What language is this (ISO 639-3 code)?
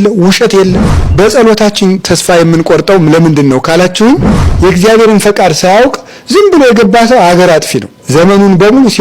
amh